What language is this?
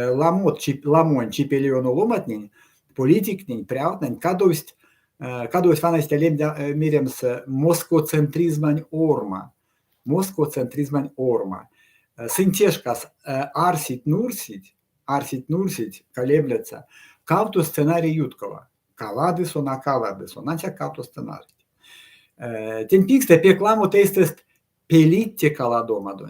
Erzya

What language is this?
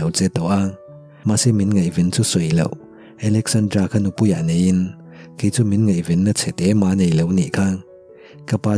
Mizo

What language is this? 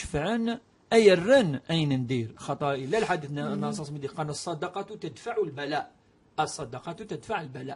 Kabyle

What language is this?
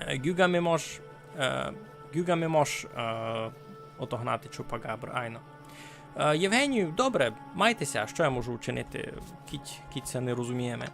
Rusyn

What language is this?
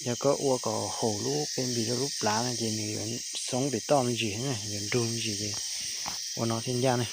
Hmong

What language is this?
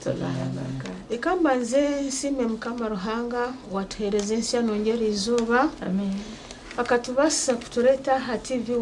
Nyankole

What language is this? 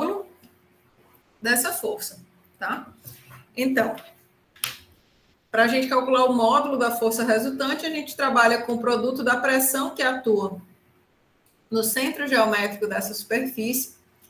Portuguese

